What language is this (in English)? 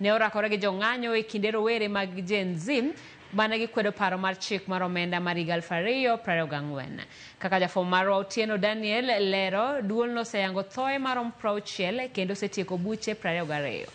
Luo (Kenya and Tanzania)